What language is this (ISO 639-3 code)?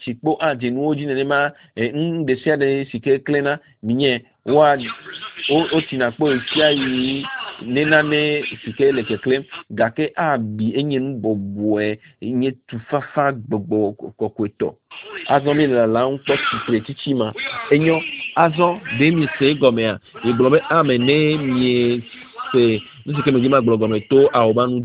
ewe